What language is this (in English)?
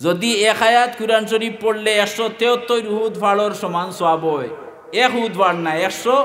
Sylheti